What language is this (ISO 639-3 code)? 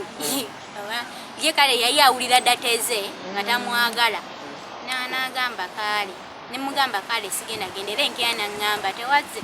lug